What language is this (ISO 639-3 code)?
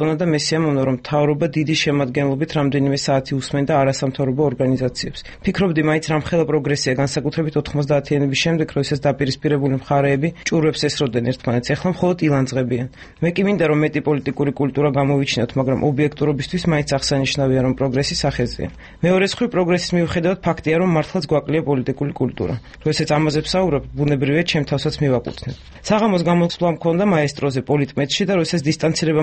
kat